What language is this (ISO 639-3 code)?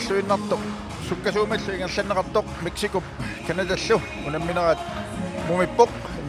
kal